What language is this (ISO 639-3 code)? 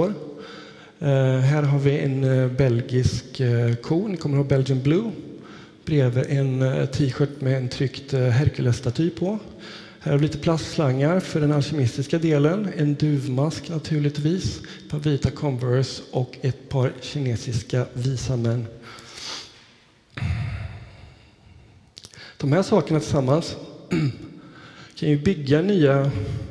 swe